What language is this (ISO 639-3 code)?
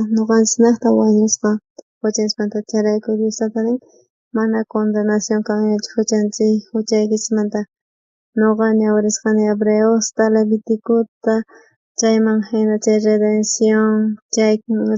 quh